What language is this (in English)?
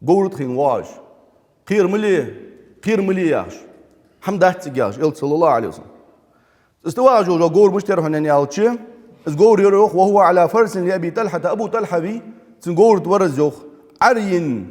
Ingush